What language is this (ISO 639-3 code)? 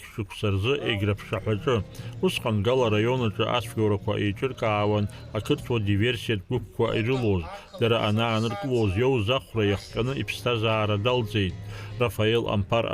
abk